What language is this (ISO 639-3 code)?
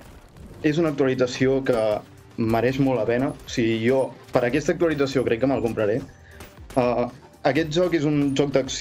cat